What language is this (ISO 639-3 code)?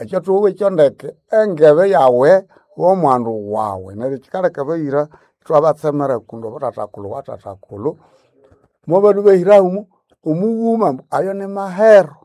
nnb